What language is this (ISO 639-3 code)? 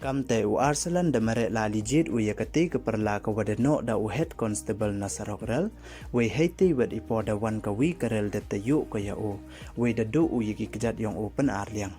pbv